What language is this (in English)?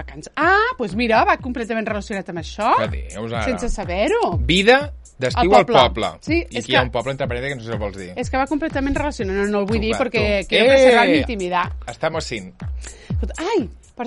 Catalan